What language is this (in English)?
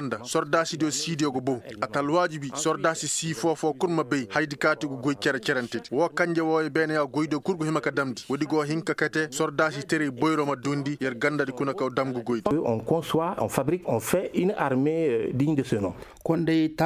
Koyraboro Senni